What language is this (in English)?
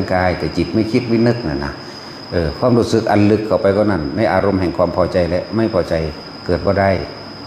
Northeastern Thai